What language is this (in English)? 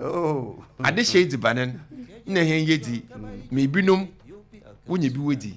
Akan